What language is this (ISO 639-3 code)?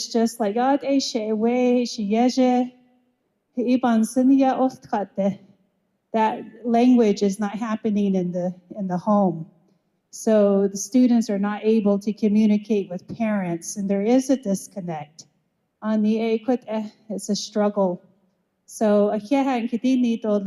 nav